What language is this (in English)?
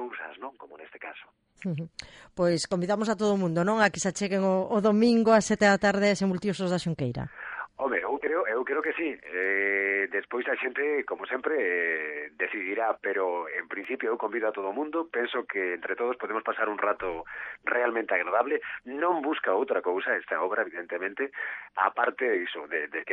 Galician